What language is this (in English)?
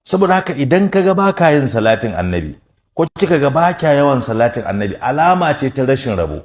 Hausa